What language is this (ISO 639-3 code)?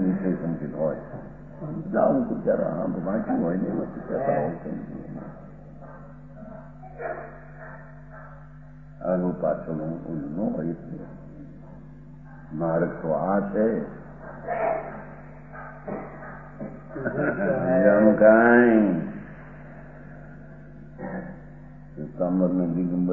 guj